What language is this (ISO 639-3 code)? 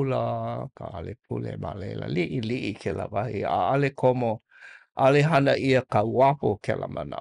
haw